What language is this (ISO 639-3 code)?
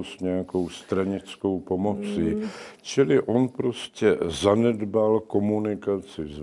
ces